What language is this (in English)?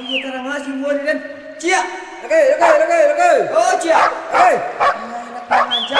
Minangkabau